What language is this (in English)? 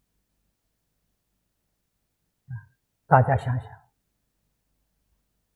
Chinese